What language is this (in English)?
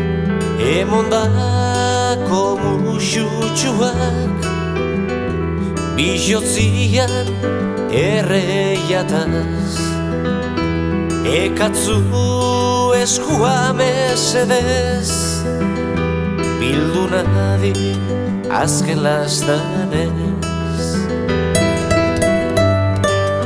Basque